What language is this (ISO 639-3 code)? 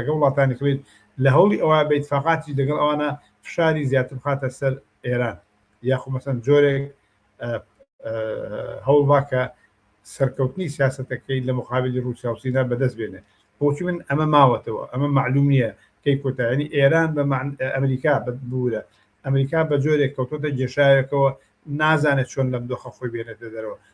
ckb